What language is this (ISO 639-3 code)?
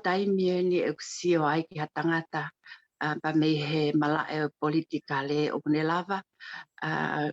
ton